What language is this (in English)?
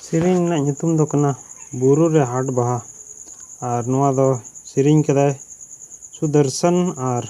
Santali